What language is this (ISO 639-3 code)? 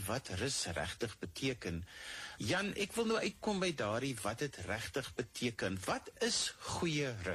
afr